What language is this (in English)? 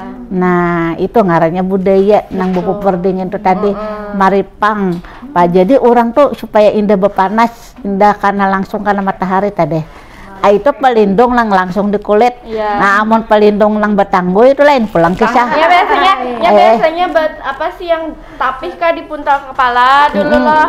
Banjar